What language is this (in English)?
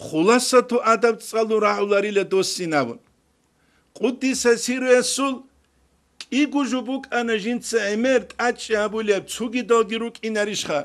Avaric